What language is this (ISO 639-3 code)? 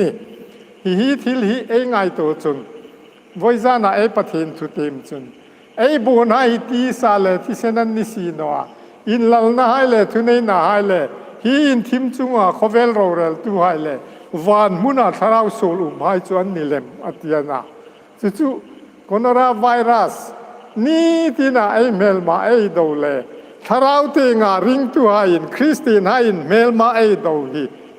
hmr